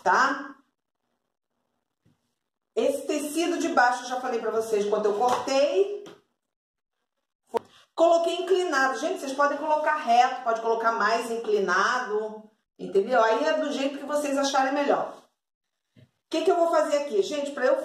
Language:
Portuguese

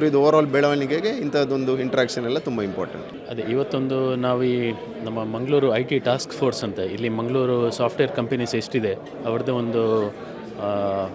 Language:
Kannada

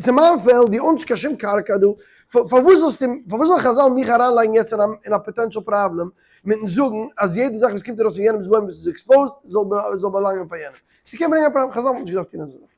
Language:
Yiddish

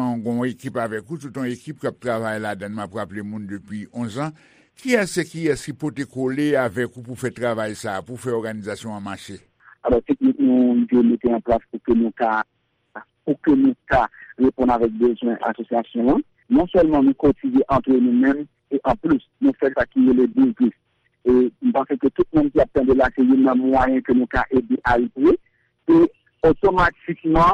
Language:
Haitian Creole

